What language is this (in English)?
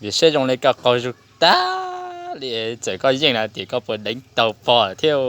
Hmong